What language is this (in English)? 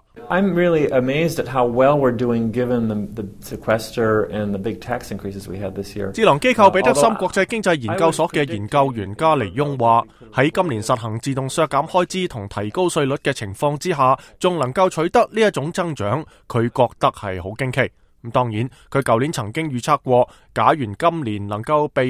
Cantonese